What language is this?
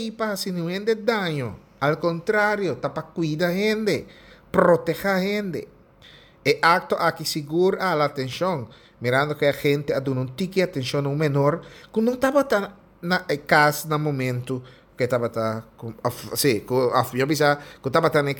Papiamento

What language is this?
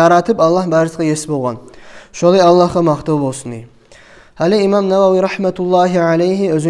Kumyk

